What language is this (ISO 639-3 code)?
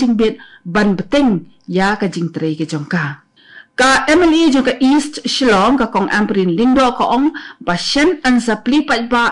kha